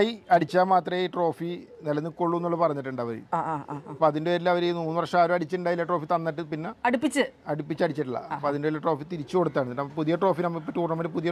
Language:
Malayalam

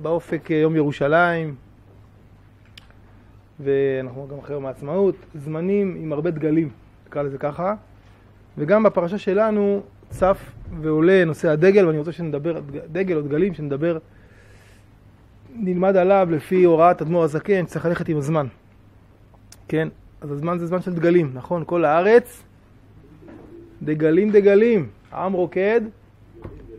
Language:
Hebrew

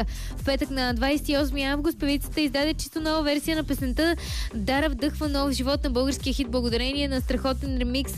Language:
Bulgarian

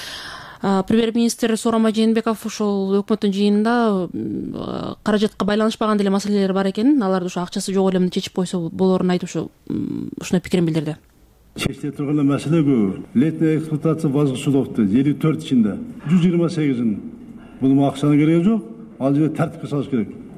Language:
Kyrgyz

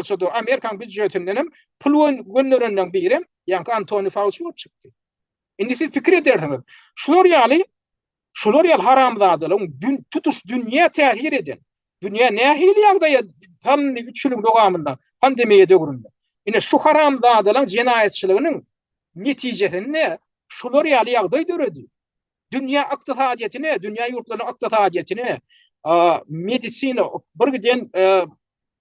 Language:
Turkmen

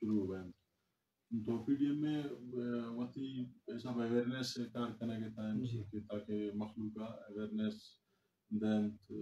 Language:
Eastern Balochi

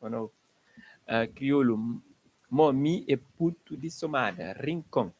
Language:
Kabuverdianu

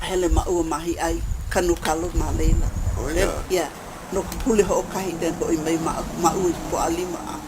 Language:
Hawaiian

